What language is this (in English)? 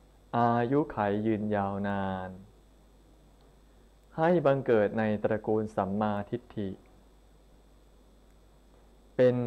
Thai